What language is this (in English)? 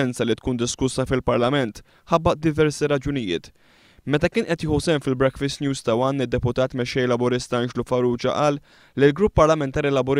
Maltese